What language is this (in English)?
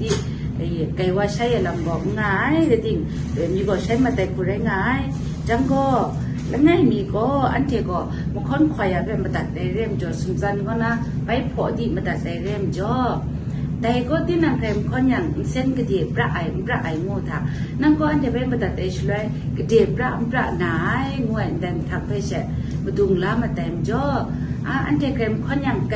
Kachin